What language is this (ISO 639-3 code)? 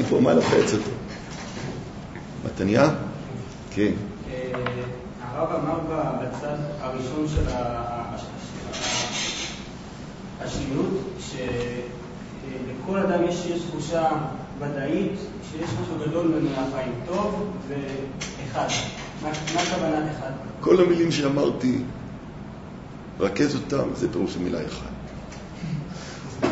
heb